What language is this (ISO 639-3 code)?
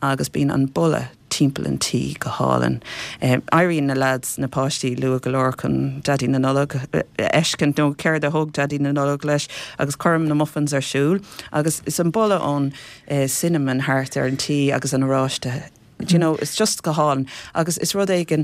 gle